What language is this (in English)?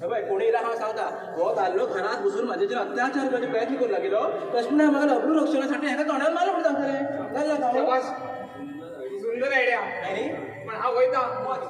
Konkani